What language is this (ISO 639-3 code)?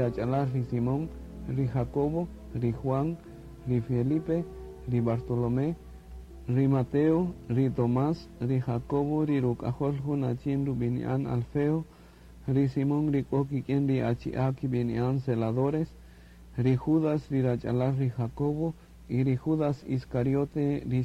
cak